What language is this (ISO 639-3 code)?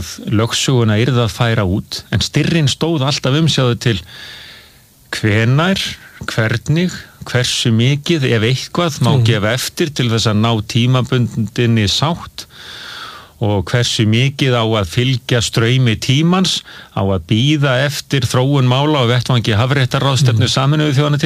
isl